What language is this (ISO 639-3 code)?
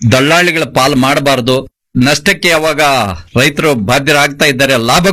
kan